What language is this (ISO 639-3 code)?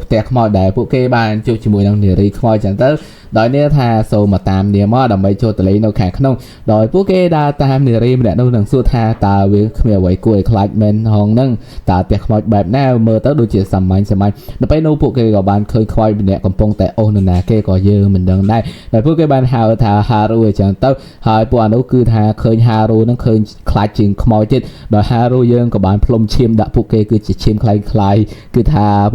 khm